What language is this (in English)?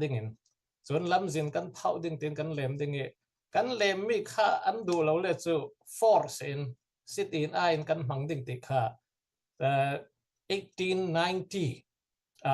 Falam Chin